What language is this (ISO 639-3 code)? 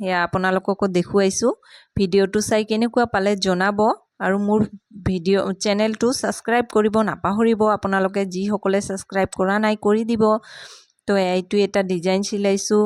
asm